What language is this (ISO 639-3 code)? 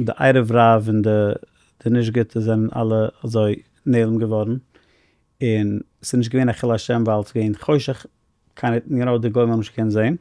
yid